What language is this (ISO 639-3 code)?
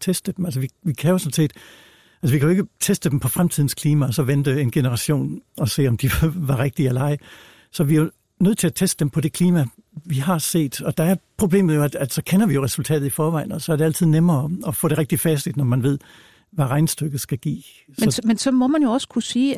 dan